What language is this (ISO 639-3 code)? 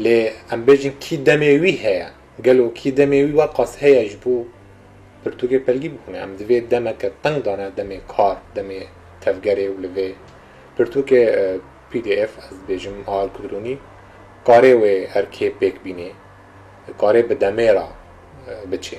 kur